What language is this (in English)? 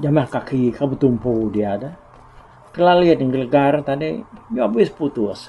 Iban